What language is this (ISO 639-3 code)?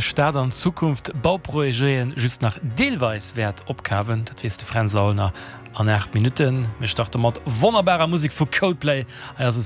ltz